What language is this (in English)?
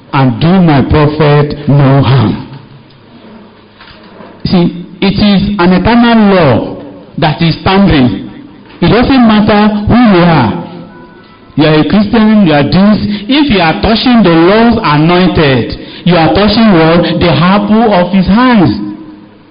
English